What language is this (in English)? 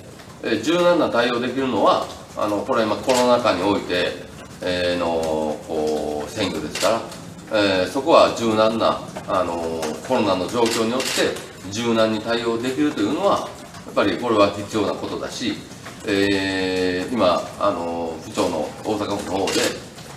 Japanese